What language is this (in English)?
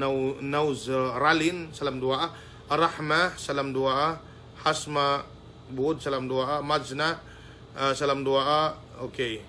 Yakan